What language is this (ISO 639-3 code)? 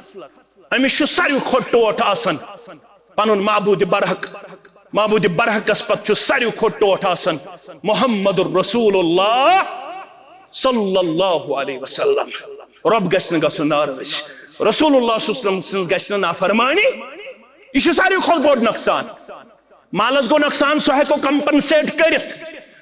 kas